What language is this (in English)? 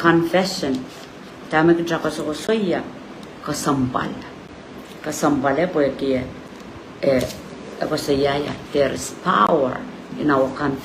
Pohnpeian